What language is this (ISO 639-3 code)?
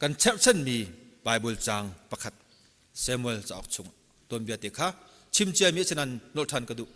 cnh